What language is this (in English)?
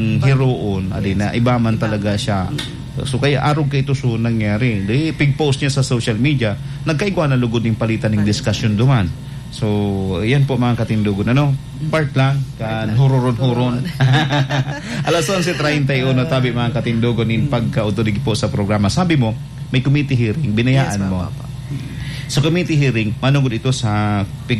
Bikol